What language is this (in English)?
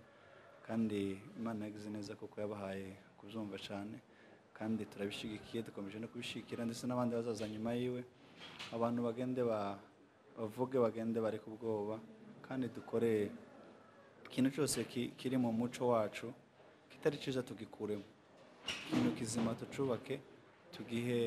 Kinyarwanda